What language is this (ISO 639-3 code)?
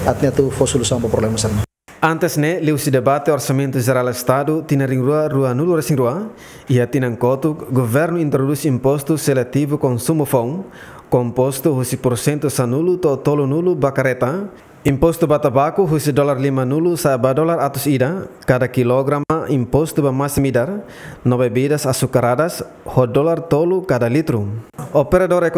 tet